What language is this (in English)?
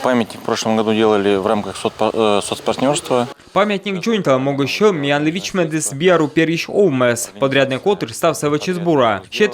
Komi